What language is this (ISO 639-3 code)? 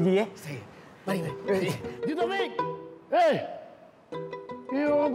msa